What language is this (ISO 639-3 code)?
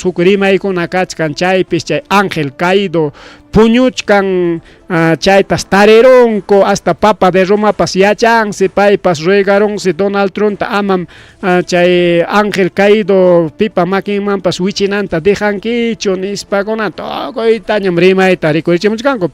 quy